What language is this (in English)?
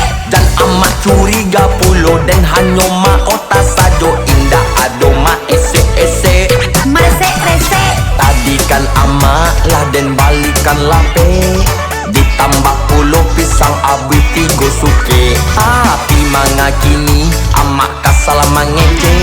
Minangkabau